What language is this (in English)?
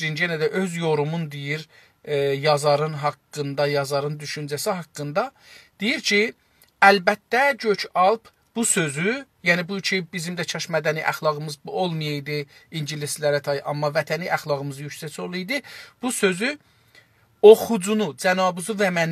South Azerbaijani